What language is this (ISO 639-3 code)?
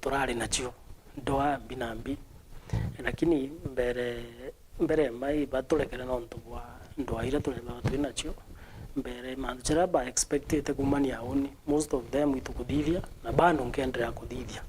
mer